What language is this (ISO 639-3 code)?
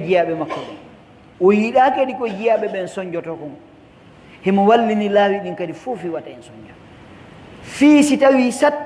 fuf